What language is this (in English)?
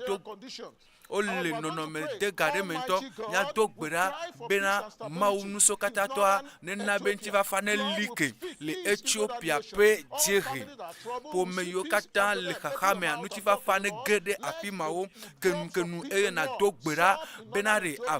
Ewe